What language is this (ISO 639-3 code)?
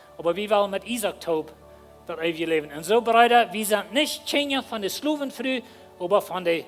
pdt